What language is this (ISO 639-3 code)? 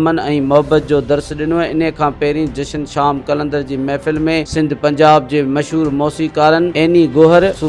snd